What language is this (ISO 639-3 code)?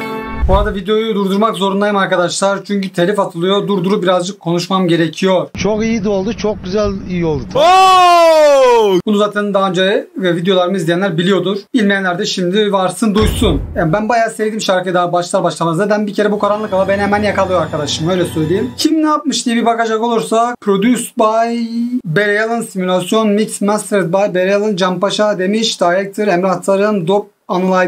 tur